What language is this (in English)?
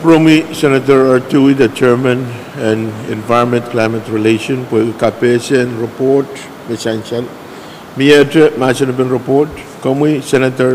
Pohnpeian